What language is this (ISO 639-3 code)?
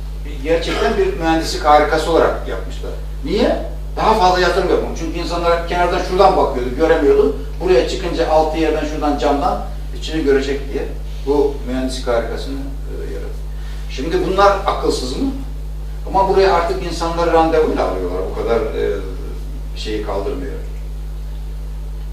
tur